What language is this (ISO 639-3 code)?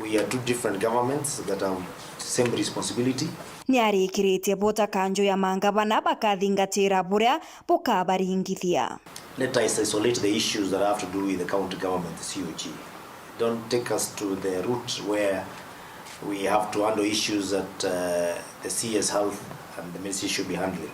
mer